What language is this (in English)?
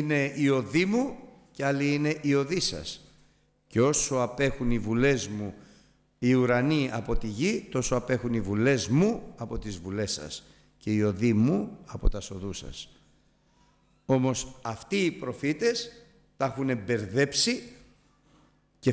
Greek